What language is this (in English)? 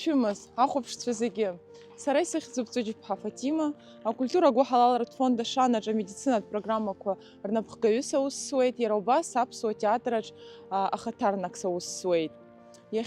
Abkhazian